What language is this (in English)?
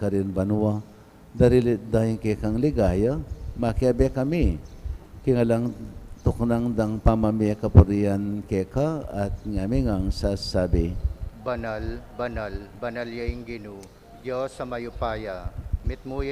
Pampanga